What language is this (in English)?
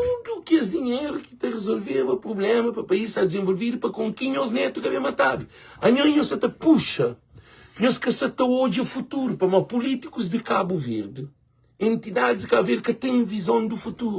Kabuverdianu